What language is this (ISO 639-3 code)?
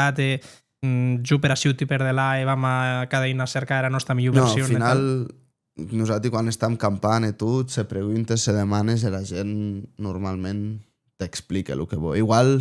oci